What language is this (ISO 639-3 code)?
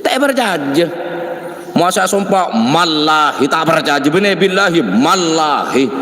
mad